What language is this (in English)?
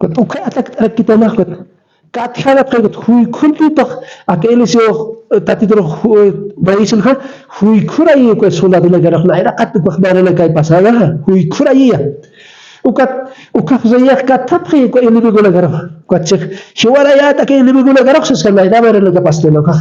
Aymara